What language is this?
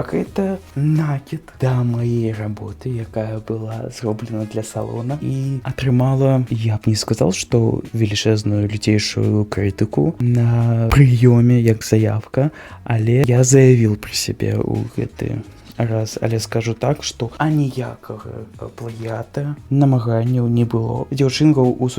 Belarusian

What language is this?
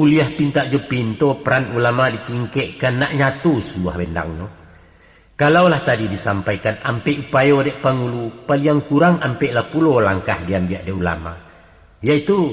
Minangkabau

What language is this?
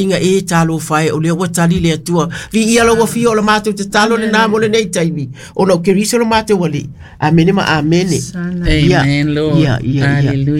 Samoan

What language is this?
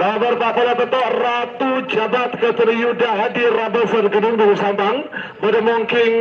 Madurese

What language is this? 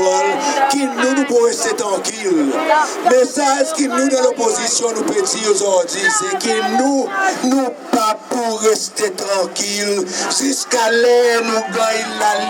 Seselwa Creole French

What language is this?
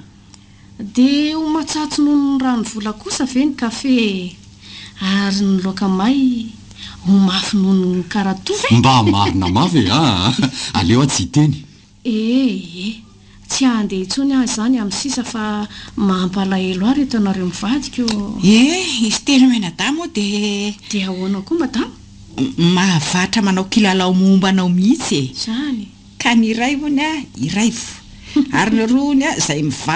Malagasy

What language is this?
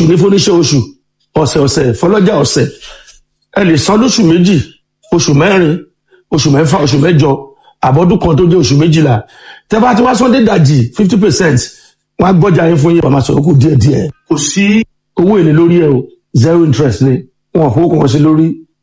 Yoruba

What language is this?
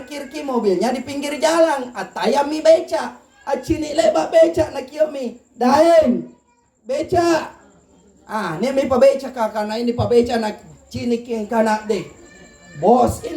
Makasar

